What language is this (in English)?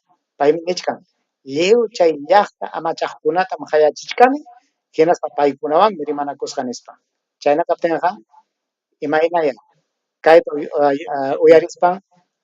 Ayacucho Quechua